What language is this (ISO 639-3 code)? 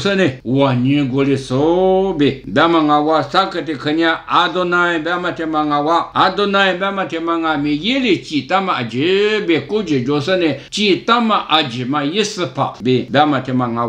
lis